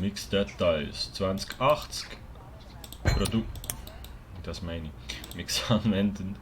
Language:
Swiss German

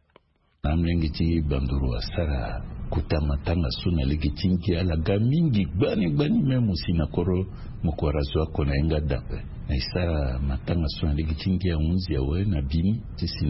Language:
Sango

